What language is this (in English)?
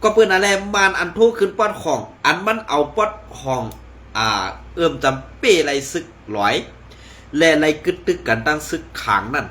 Shan